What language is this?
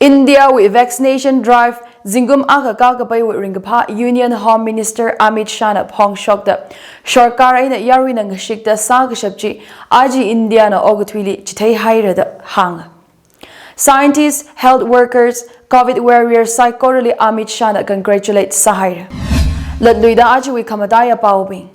Tangkhul Naga (India)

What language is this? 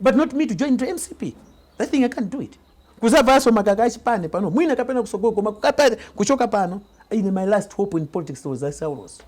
Nyanja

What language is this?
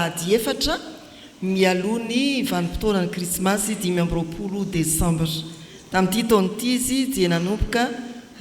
Malagasy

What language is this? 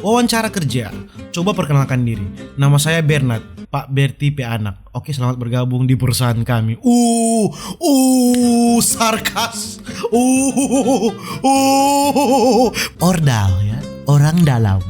Manado Malay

